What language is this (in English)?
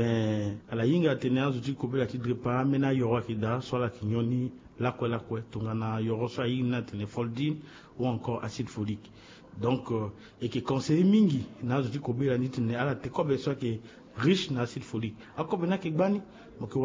Sango